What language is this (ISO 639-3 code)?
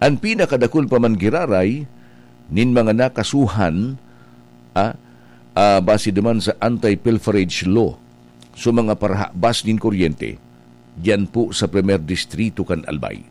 bik